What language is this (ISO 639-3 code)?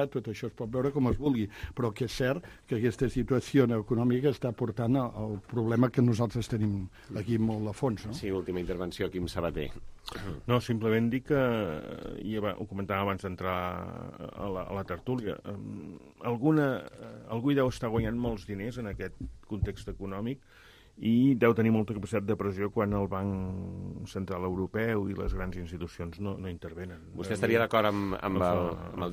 cat